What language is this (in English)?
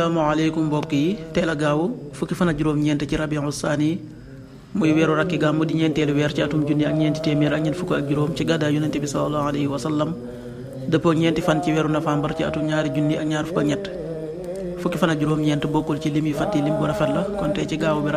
Wolof